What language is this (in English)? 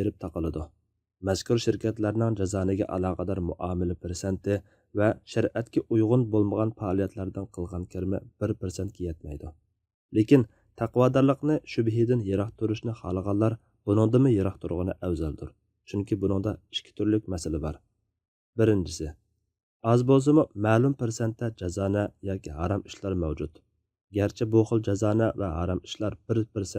Uyghur